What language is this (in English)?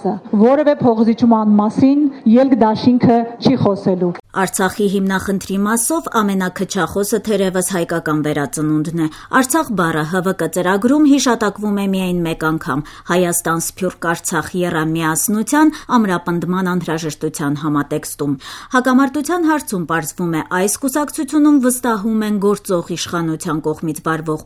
Armenian